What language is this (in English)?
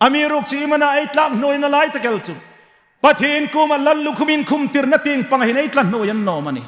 Hmar